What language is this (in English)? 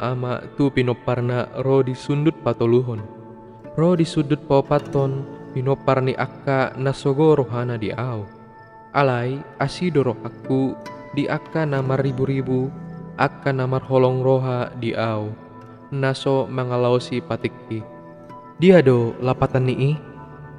Batak Toba